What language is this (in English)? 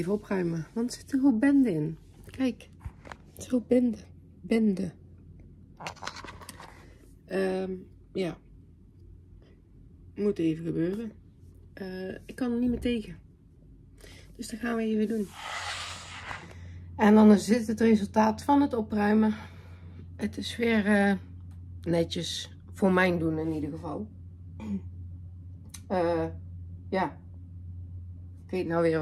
Dutch